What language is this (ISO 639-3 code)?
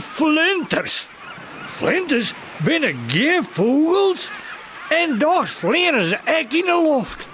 fry